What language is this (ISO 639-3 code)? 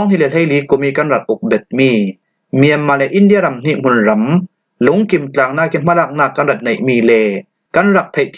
cfm